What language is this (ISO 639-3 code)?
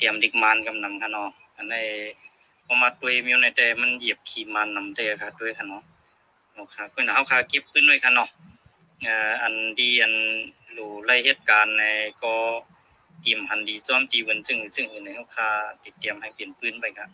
shn